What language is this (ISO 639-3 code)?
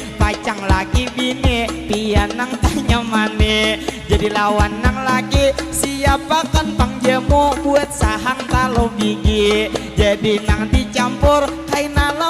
bjn